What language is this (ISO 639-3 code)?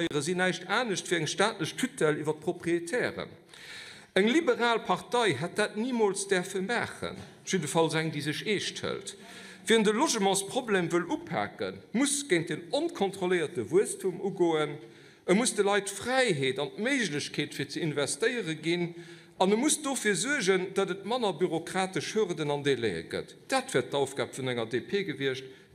ltz